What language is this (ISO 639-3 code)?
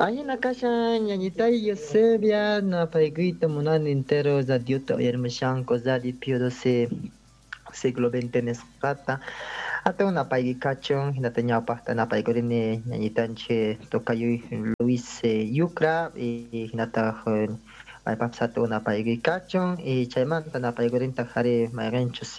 quh